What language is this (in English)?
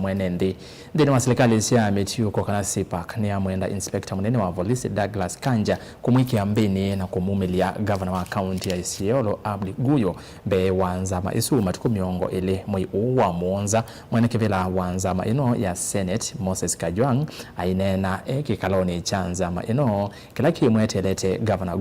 Kamba